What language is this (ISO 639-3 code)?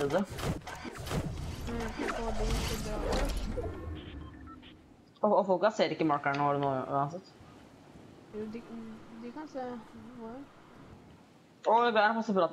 nor